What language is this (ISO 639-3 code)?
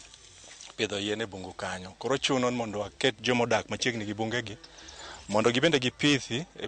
luo